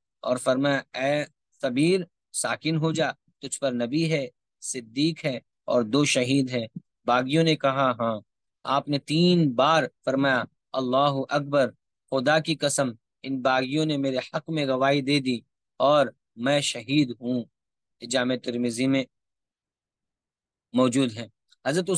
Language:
Urdu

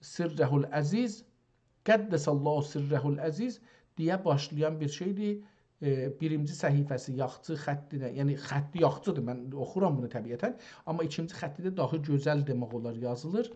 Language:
South Azerbaijani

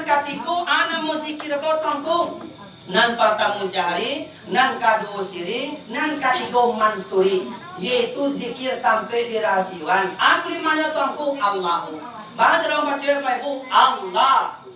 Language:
Minangkabau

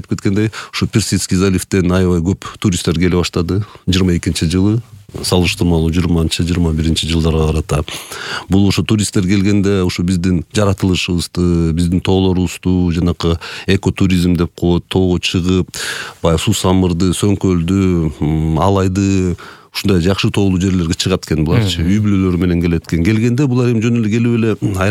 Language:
Kyrgyz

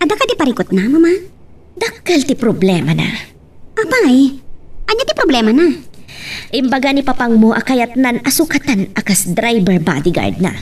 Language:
Iloko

